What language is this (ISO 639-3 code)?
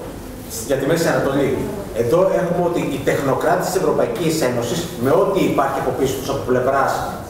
ell